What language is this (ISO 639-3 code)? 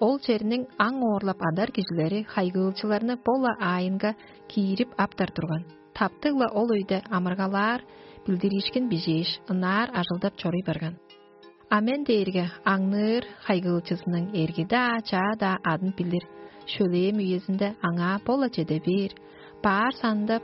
tyv